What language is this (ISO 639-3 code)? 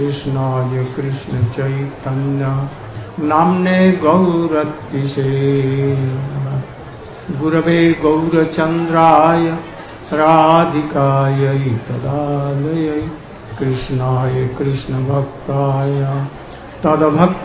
ben